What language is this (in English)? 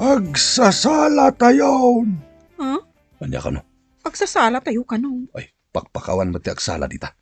Iloko